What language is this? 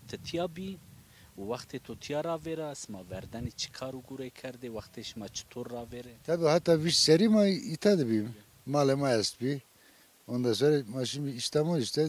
Zaza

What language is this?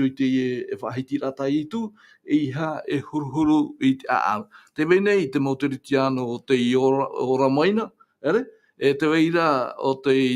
Tahitian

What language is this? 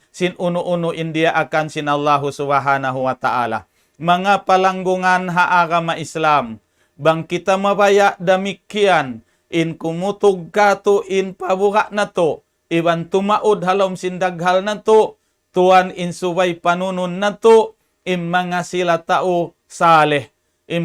Tausug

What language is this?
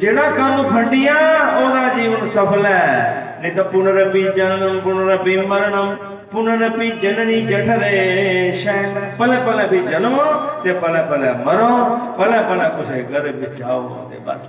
Dogri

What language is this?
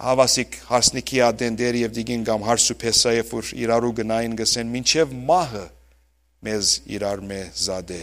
Western Armenian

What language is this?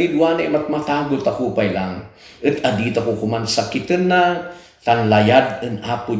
Kankanaey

